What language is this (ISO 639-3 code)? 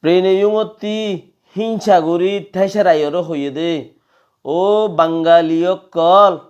rhg